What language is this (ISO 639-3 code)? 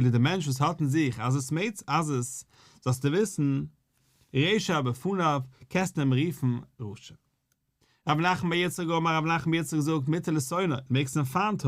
yid